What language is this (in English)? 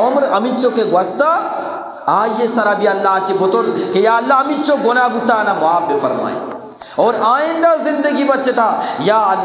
Eastern Balochi